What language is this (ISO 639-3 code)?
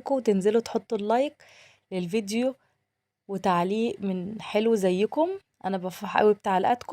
arz